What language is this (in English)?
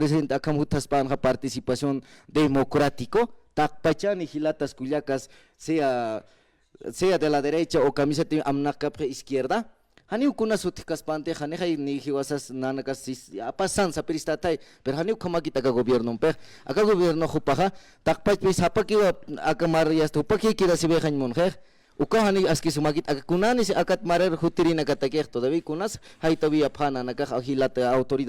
Aymara